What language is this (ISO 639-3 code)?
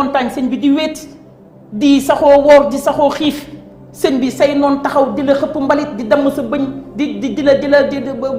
wol